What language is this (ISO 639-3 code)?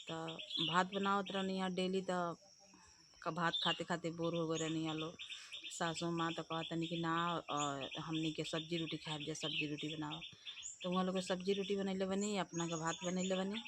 bho